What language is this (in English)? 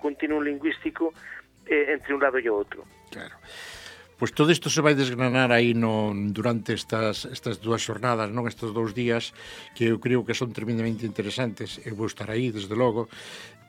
Galician